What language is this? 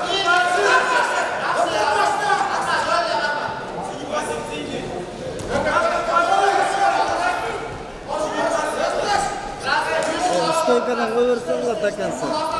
Kazakh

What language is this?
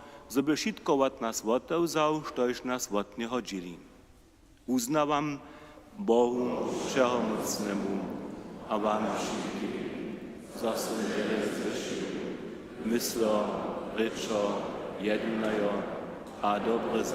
Upper Sorbian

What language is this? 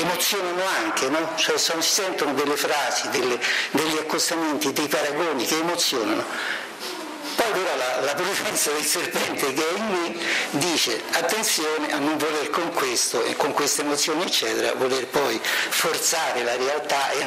Italian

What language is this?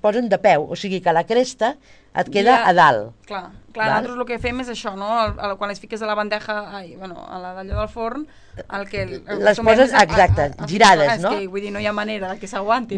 Catalan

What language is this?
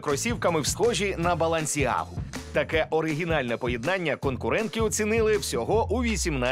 Ukrainian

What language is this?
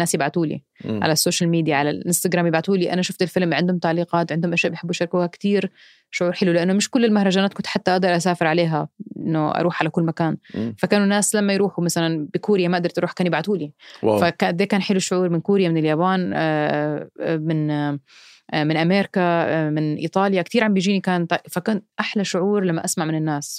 North Levantine Arabic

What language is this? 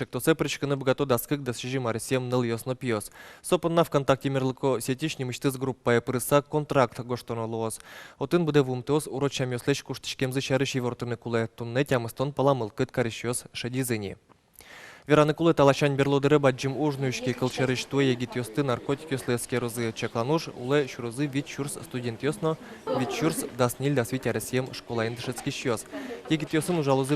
Udmurt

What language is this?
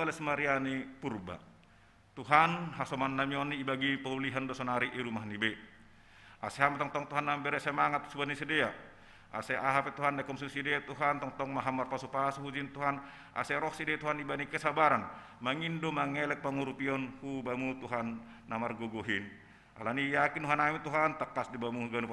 Batak Simalungun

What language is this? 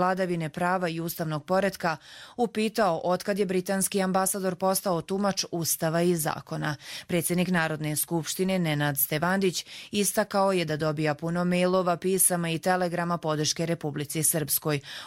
Croatian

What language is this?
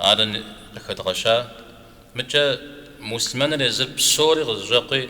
Kabardian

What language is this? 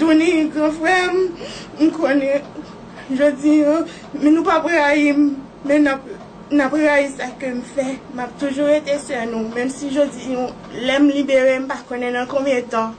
Haitian Creole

